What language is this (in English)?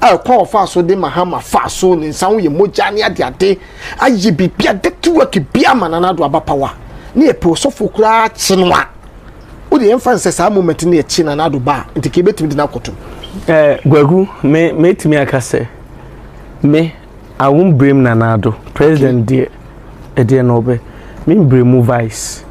Akan